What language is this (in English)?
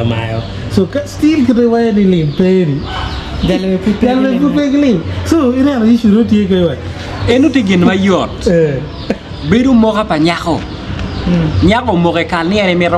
Acoli